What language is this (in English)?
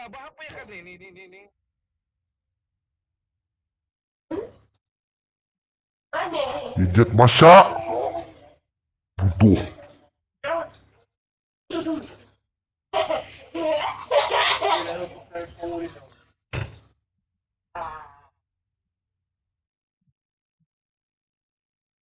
Malay